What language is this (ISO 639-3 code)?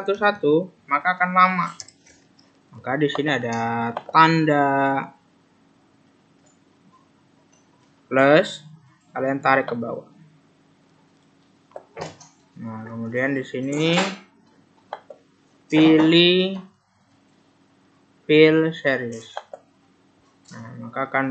ind